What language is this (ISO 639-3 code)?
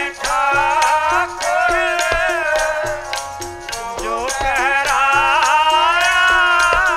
pan